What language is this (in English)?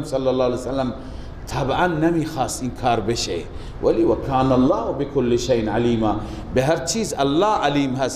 Persian